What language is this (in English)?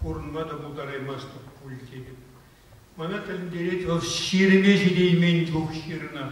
Chuvash